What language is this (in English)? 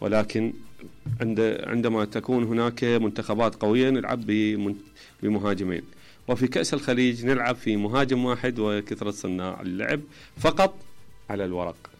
Mesopotamian Arabic